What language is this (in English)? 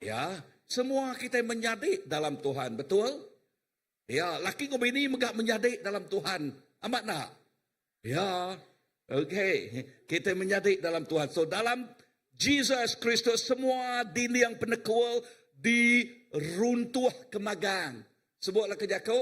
Iban